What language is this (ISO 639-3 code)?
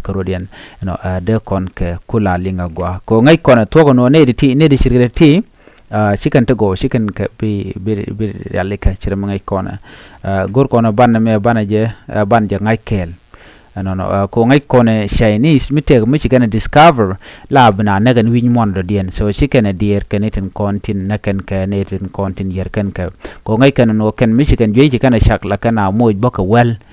nus